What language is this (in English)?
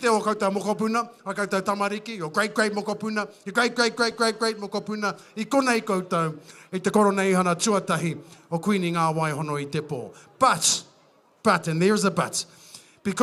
Māori